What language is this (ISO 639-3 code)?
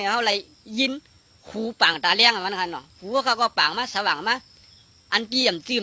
shn